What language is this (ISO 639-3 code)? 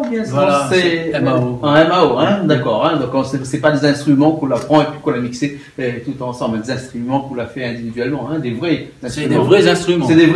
rcf